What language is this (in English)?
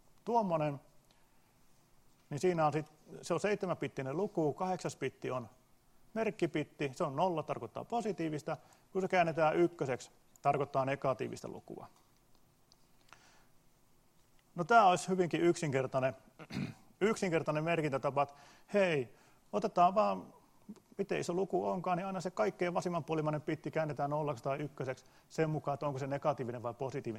Finnish